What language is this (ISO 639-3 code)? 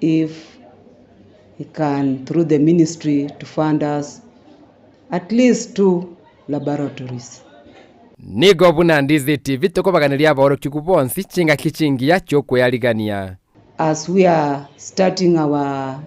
guz